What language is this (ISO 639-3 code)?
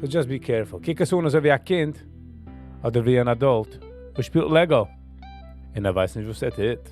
yid